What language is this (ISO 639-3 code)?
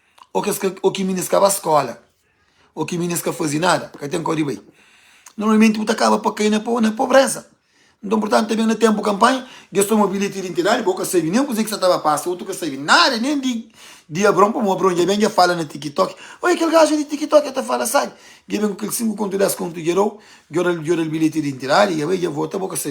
kea